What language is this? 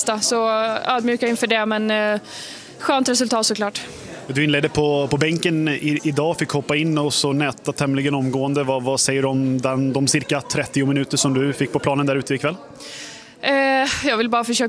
Swedish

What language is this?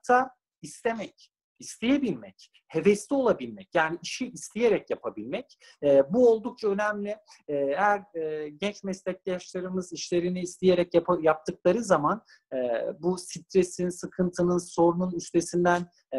Turkish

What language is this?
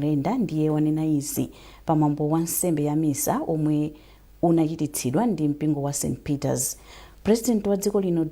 Nyanja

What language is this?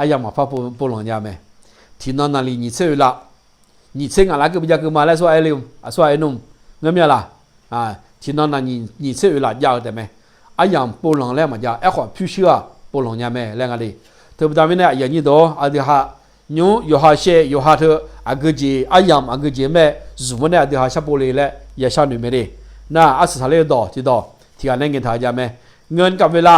Akha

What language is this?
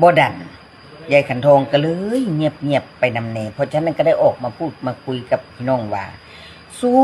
Northeastern Thai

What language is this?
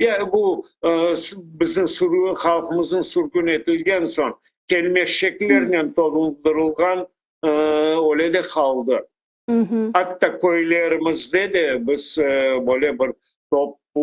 Crimean Tatar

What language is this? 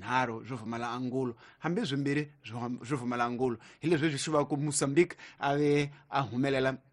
Tsonga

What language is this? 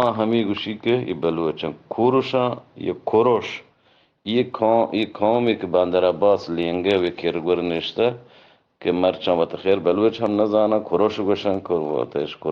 Eastern Balochi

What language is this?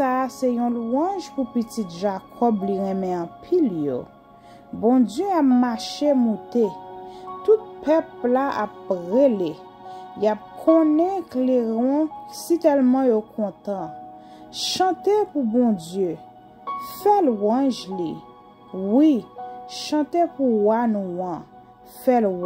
Haitian Creole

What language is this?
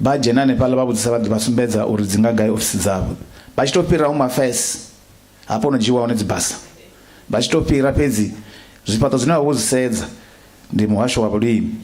Venda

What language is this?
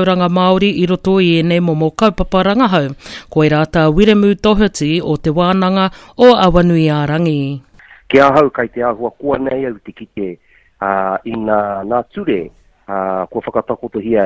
Māori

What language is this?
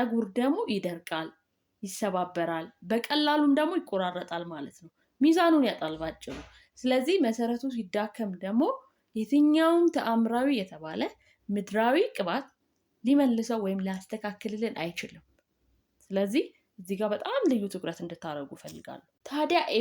Amharic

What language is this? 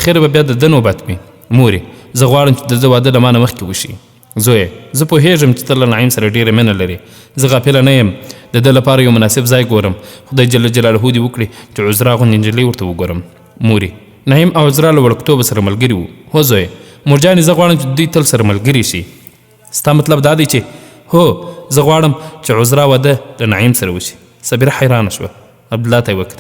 Pashto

